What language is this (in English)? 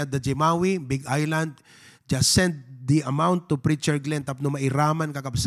Iloko